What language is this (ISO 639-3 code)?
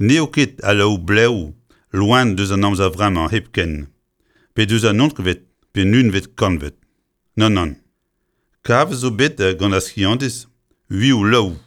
bre